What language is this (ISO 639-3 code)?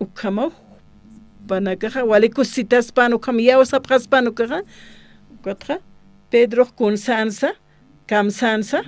aym